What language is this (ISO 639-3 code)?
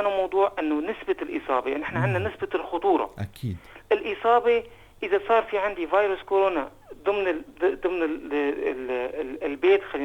apc